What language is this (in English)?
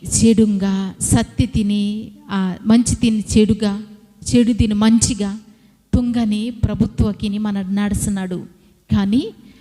Koya